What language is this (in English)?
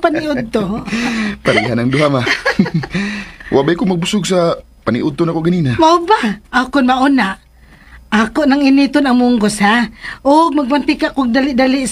Cebuano